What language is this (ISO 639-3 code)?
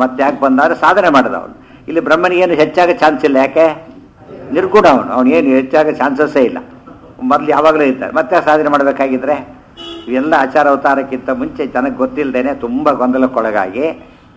kan